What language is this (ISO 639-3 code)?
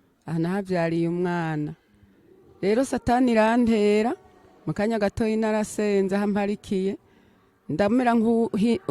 run